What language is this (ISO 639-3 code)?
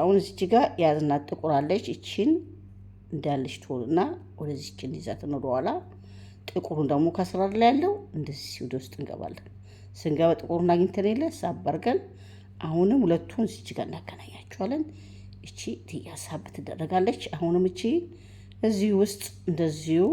amh